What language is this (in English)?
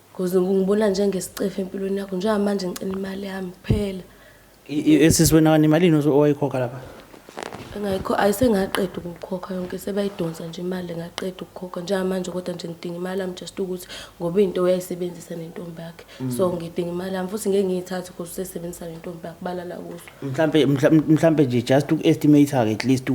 Zulu